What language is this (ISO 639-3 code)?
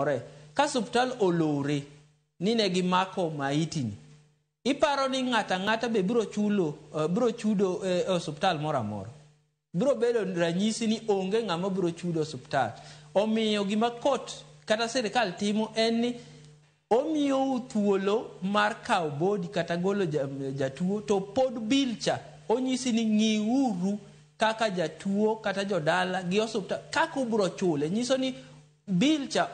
luo